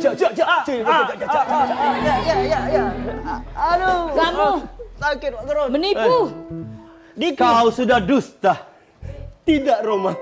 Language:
Musi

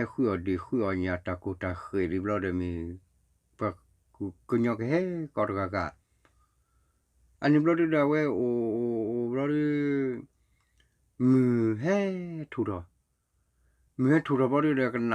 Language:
S'gaw Karen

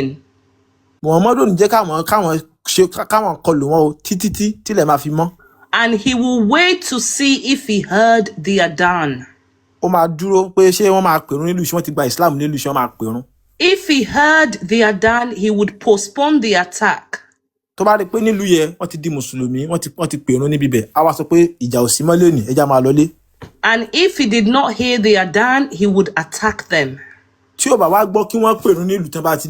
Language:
Yoruba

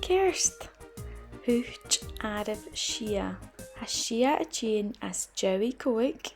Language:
Scottish Gaelic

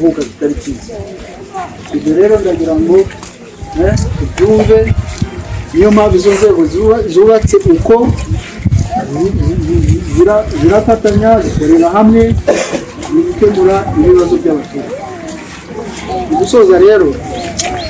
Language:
Kinyarwanda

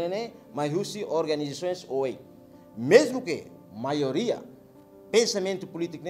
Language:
Tetum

